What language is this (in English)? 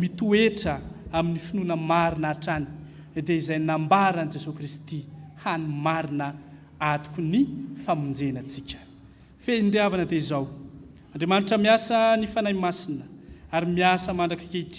Malagasy